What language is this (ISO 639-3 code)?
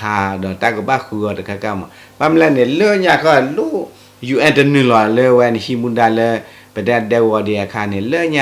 ksw